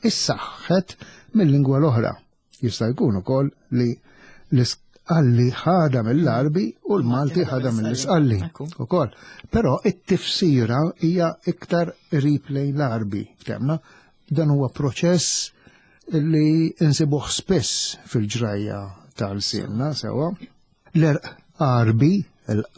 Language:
Maltese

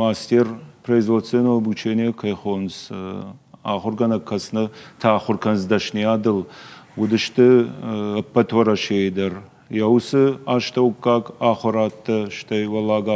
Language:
Ossetic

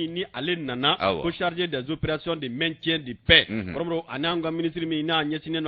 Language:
Bambara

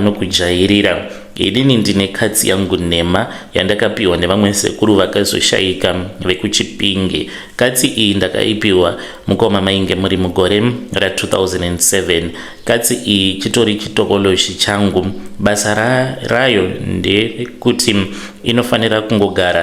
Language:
Shona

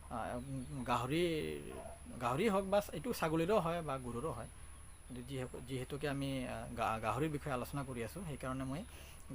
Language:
Assamese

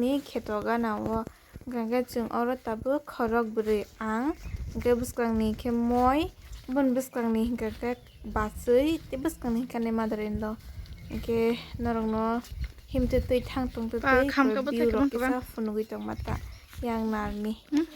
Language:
Kok Borok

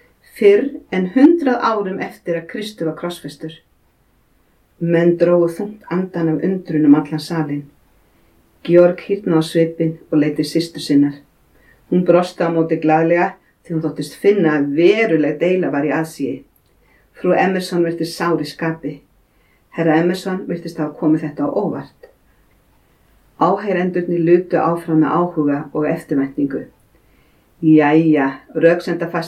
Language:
Icelandic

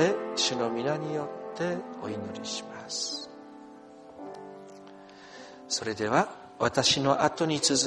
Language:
Japanese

